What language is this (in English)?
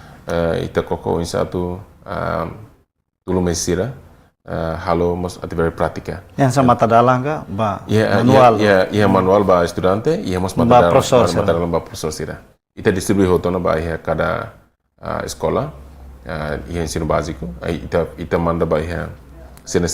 Tetum